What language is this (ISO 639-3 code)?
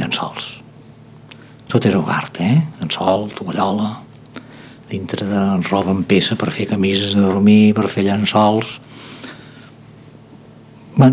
cat